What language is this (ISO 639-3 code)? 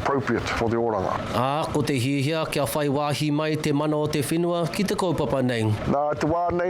mri